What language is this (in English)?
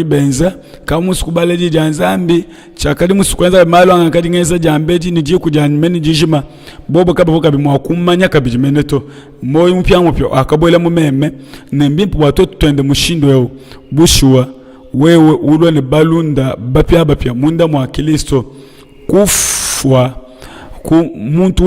Luba-Lulua